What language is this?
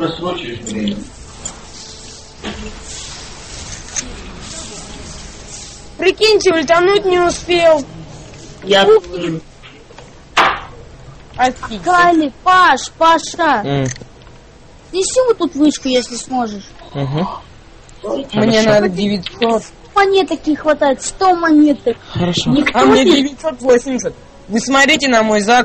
Russian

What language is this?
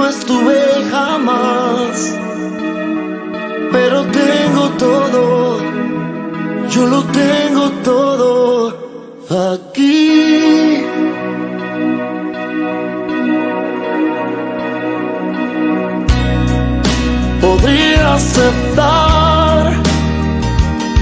Spanish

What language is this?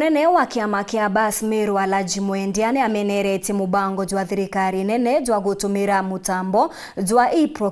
Meru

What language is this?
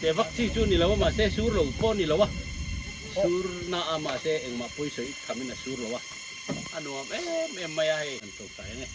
Biete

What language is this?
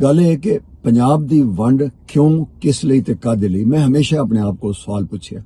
Western Panjabi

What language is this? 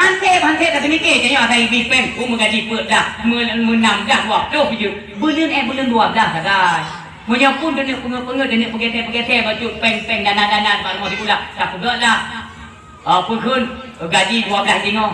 Achinese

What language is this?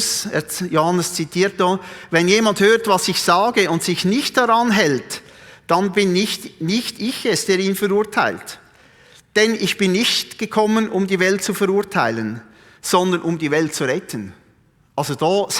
Swiss German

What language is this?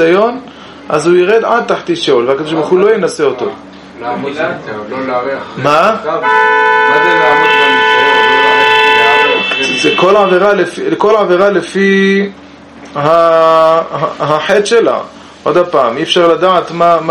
Hebrew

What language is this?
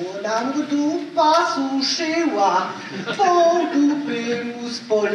Silesian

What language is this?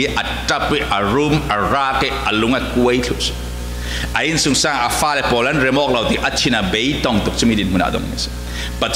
Falam Chin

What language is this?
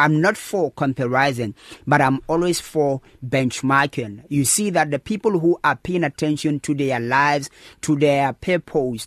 English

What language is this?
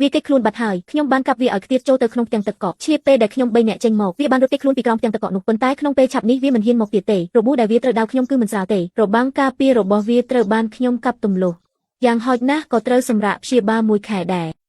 Khmer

